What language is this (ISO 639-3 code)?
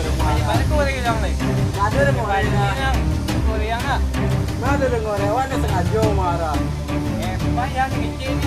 min